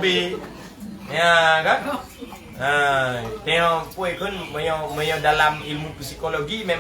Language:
Achinese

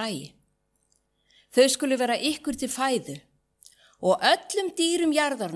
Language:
Icelandic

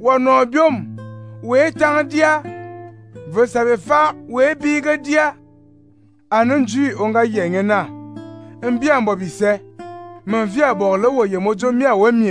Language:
Fang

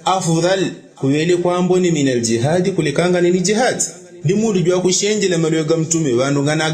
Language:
Yao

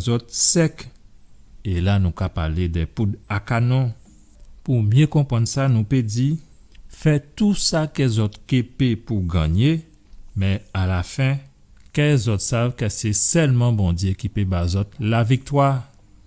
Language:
Guadeloupean Creole French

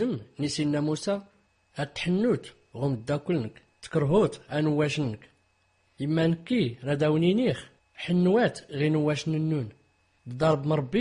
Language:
Tachelhit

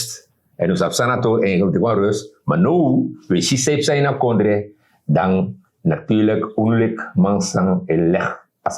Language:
Sranan Tongo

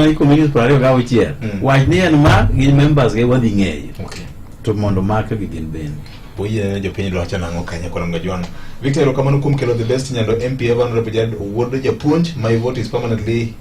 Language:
Luo (Kenya and Tanzania)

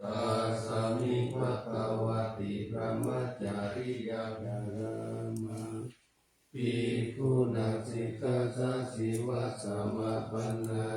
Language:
Pali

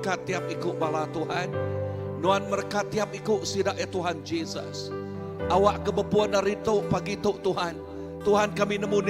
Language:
Iban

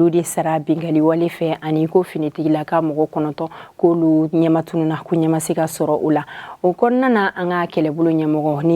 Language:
Bambara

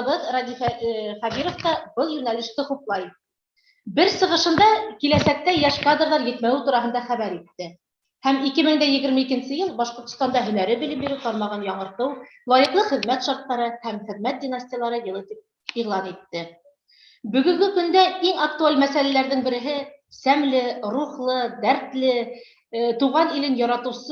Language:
Bashkir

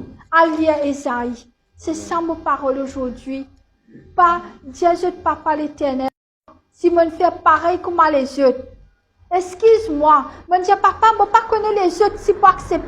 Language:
Morisyen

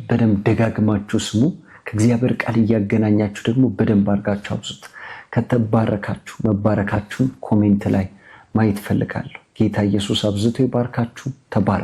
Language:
Amharic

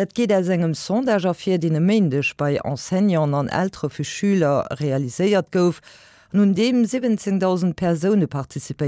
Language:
Luxembourgish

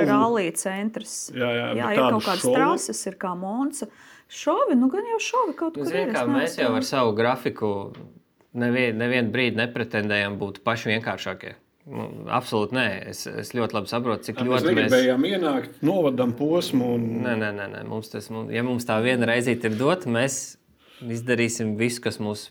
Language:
Latvian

